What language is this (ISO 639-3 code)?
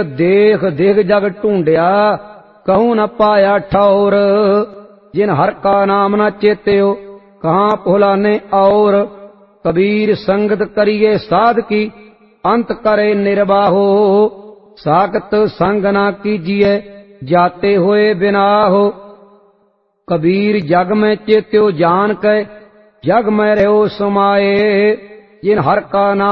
pan